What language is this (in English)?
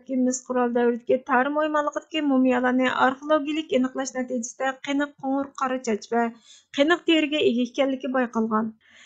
Uyghur